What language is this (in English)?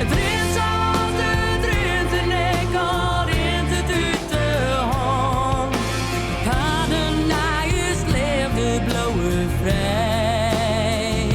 Western Frisian